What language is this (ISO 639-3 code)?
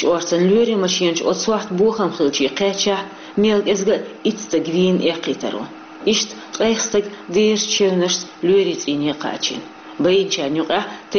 che